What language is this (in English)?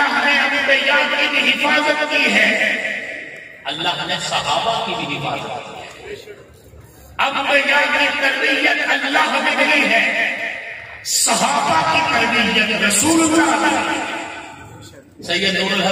Urdu